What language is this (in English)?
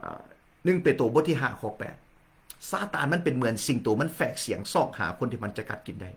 Lao